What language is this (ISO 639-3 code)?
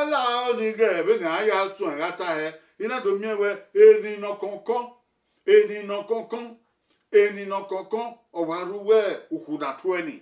bin